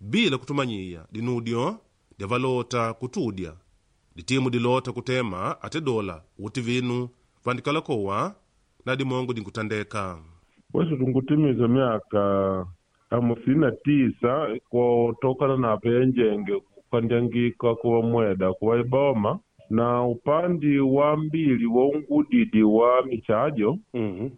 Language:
Makonde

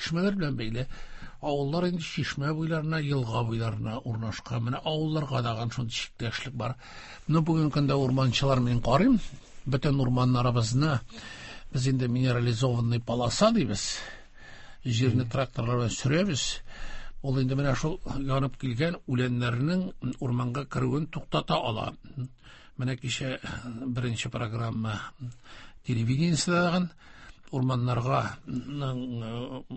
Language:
Tatar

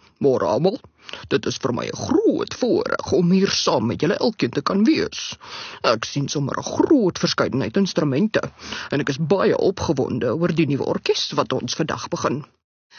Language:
Afrikaans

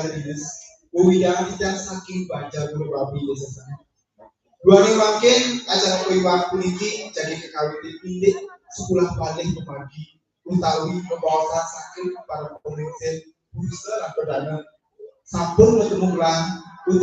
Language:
Balinese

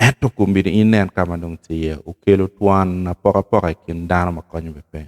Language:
Acoli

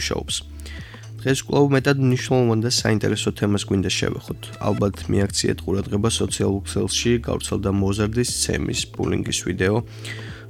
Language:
Georgian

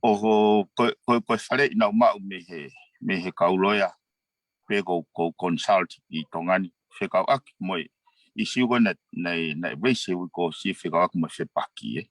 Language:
Tongan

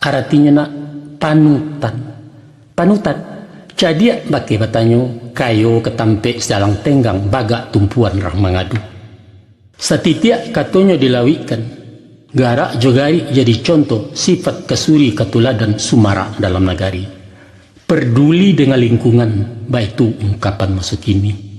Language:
Minangkabau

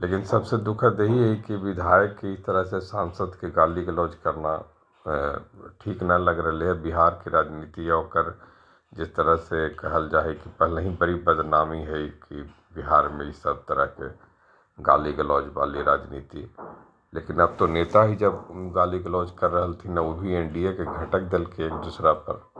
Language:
Magahi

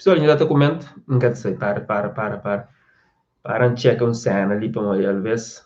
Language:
Kabuverdianu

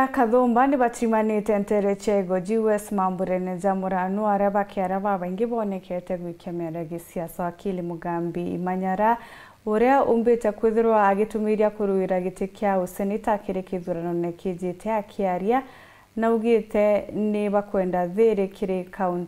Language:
Meru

